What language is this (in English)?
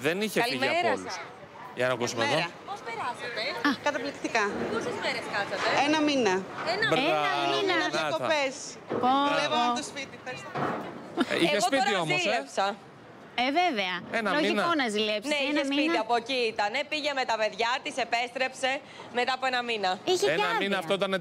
Greek